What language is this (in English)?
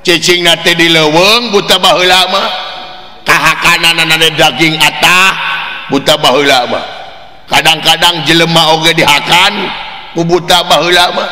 Sundanese